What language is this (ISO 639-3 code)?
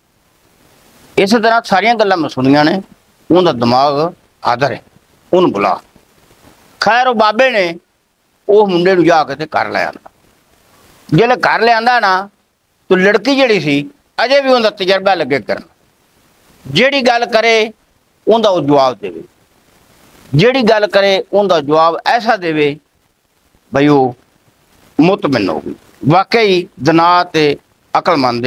pan